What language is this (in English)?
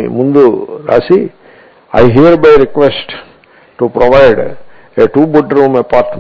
Telugu